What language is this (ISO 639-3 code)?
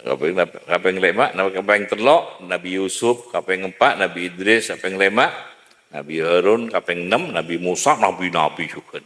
mad